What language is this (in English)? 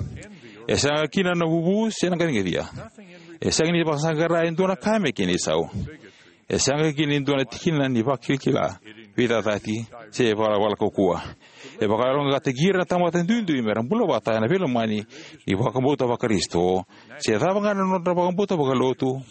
Fijian